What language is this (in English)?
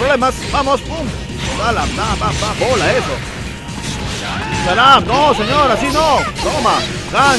Spanish